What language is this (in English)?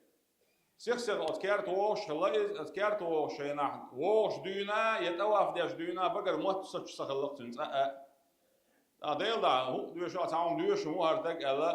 Chechen